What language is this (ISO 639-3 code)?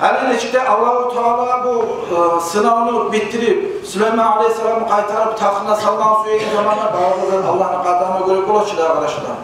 kum